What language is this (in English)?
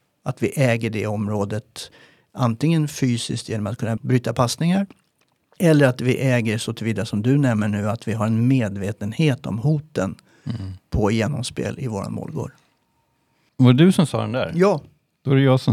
Swedish